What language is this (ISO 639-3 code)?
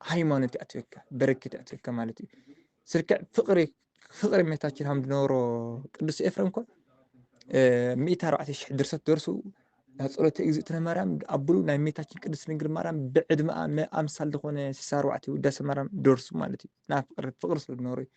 tir